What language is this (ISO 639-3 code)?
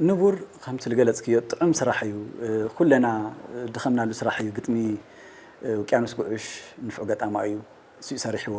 tir